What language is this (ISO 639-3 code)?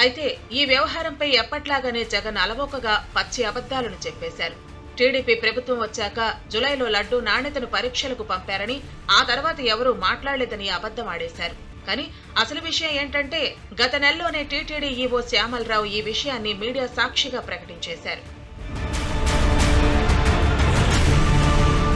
tel